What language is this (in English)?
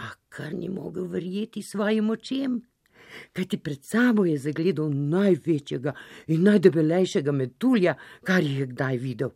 Slovenian